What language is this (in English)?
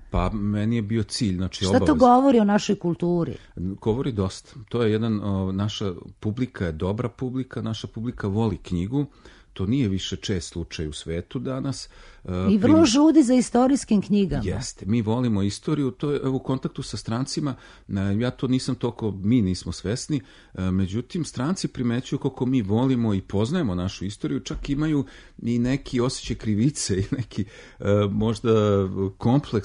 Serbian